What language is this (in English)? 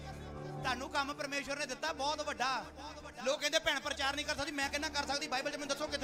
Punjabi